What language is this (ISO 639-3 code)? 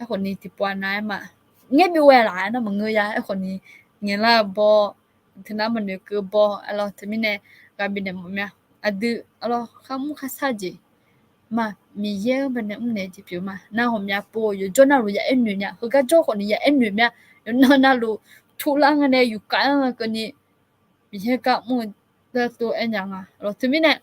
ahk